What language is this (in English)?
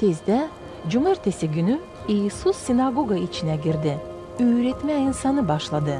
Gagauz